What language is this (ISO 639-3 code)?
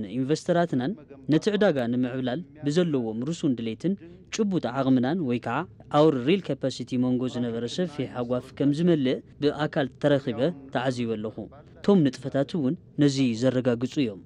tir